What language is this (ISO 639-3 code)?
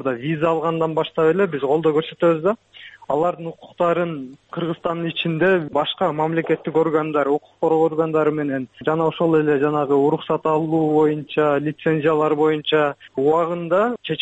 kir